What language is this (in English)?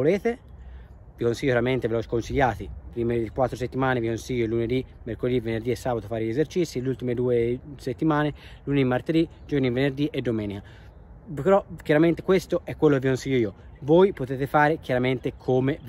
Italian